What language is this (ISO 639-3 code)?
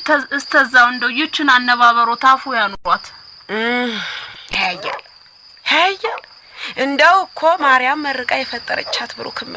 amh